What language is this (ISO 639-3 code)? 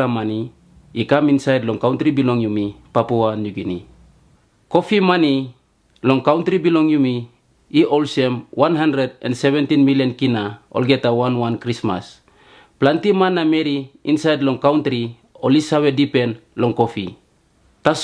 tpi